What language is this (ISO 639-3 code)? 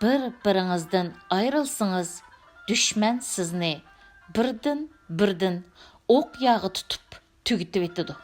uig